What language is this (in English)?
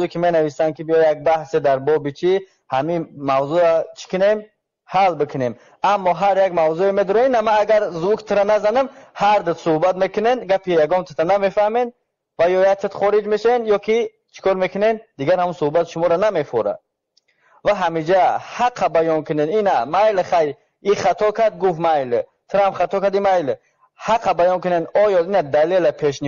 Tajik